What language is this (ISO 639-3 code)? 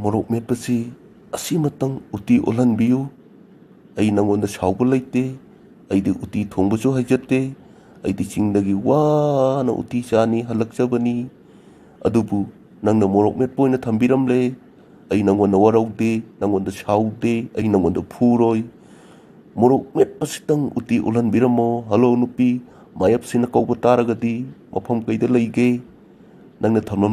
mni